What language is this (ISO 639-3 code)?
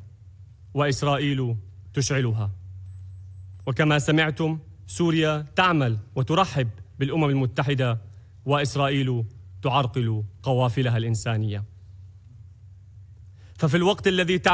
ara